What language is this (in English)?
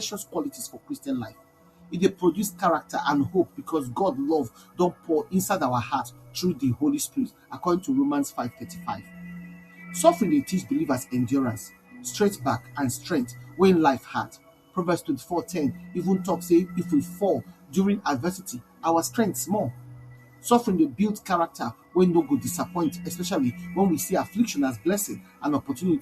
Nigerian Pidgin